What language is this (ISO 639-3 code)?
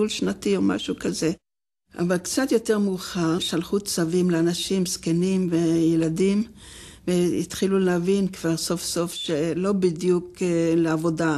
heb